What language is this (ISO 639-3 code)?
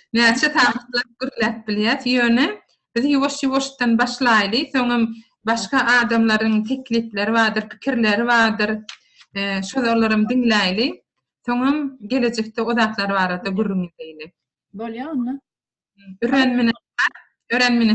tuk